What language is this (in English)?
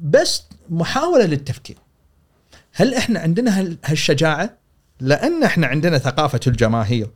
Gulf Arabic